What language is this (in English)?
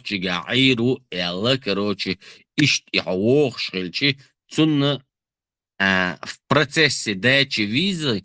Chechen